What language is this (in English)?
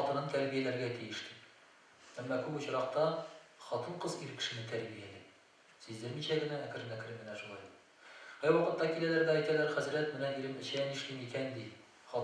Tatar